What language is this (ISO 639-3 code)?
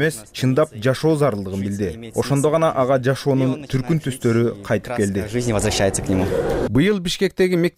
kir